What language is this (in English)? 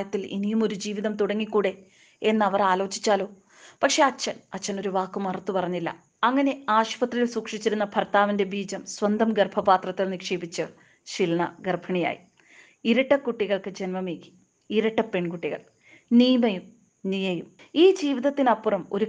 Malayalam